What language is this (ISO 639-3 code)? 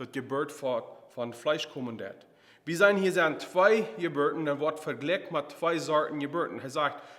pdt